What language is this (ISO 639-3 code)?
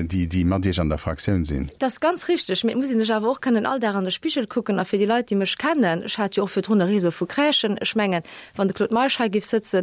ltz